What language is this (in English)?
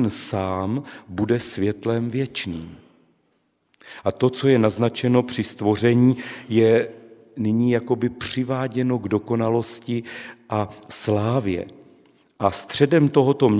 Czech